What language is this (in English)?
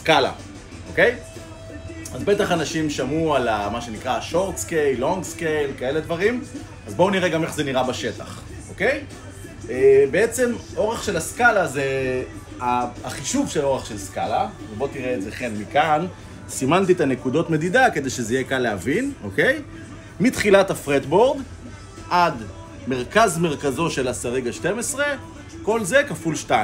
Hebrew